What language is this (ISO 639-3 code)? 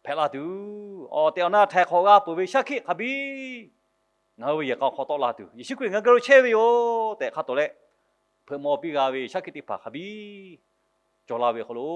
lhu